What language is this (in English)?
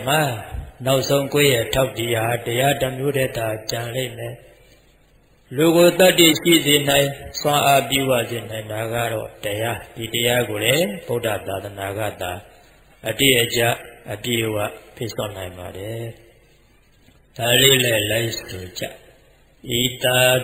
Burmese